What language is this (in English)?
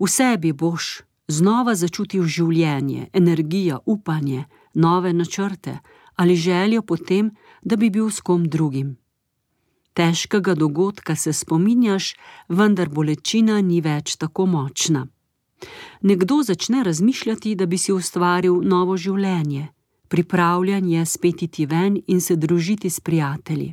Slovenian